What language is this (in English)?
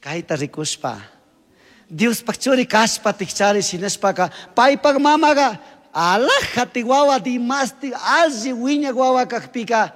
Chimborazo Highland Quichua